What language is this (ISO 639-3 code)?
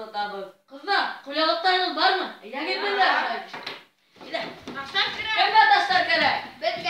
bak